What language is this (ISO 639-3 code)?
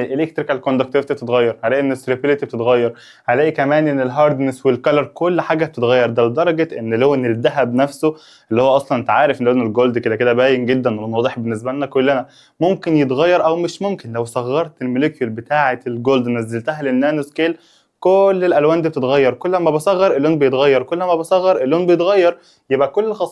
arz